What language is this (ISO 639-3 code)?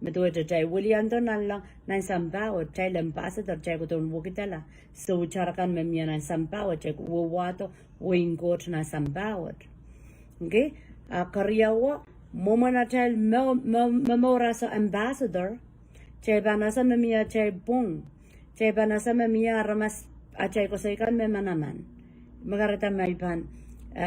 pon